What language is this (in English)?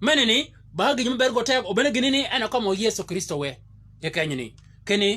Shilluk